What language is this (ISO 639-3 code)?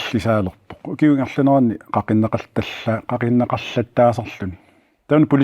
kal